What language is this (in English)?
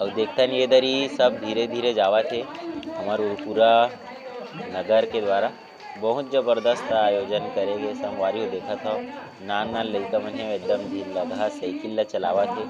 Chhattisgarhi